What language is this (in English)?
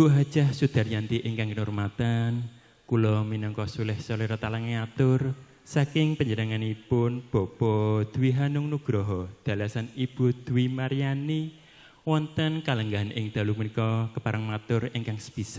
Javanese